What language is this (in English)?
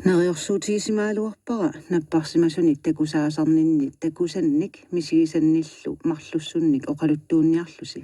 Kalaallisut